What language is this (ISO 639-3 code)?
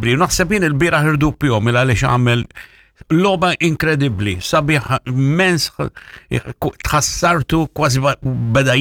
mlt